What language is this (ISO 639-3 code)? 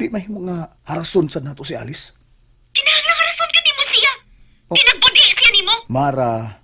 ceb